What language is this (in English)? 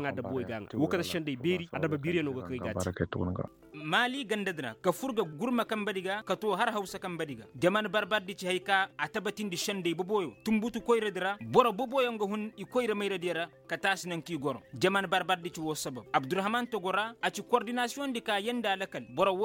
Koyraboro Senni